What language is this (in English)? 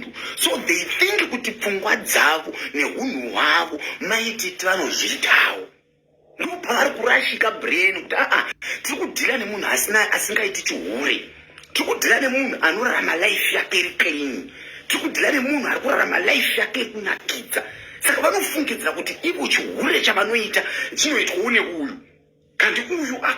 Shona